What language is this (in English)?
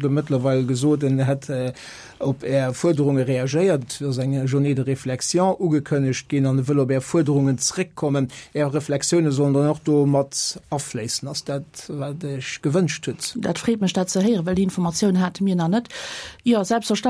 Luxembourgish